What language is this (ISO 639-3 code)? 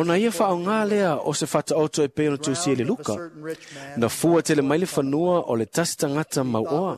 smo